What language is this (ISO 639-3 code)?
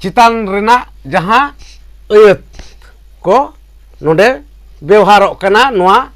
sat